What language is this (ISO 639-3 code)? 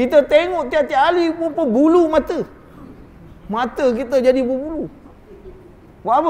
msa